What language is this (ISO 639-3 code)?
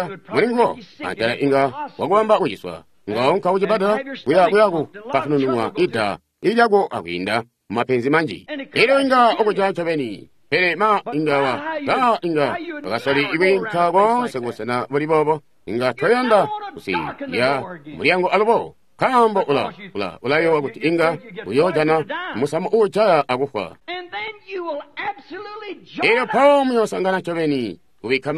toi